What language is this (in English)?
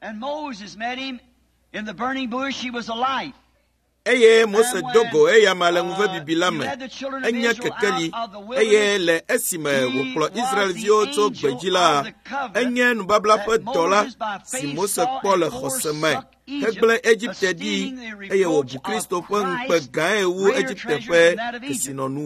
Ewe